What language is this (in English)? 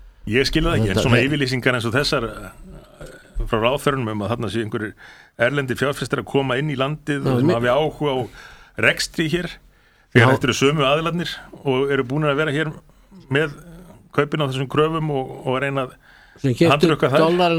Icelandic